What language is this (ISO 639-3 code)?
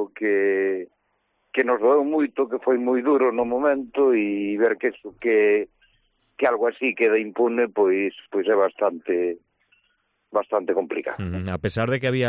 glg